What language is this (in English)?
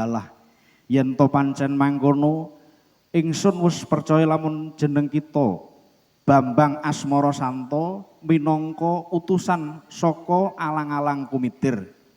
Javanese